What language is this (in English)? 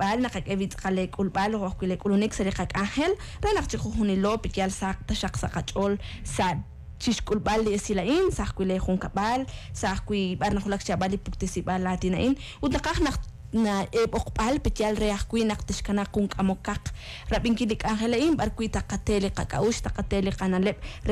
Kekchí